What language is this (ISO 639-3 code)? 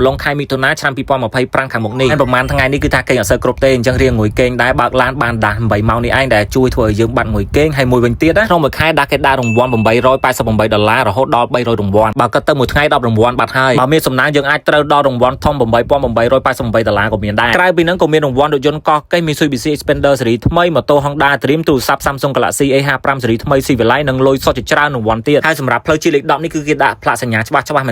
khm